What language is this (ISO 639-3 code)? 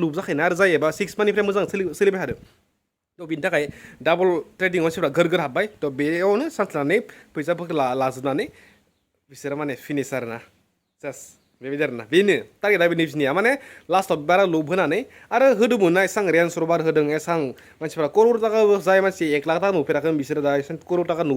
brx